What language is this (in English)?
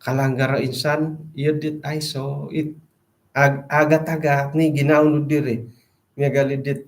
Central Dusun